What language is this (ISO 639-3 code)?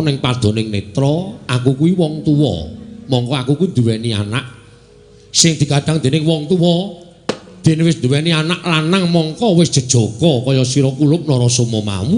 jav